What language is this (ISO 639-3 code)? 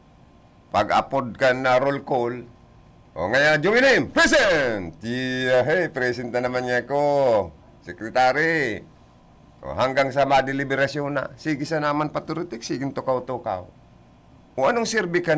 bik